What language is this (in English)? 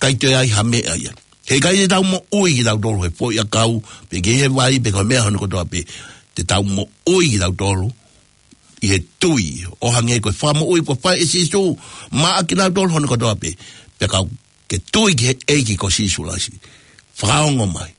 Tongan